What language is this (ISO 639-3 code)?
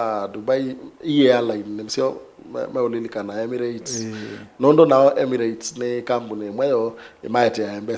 kam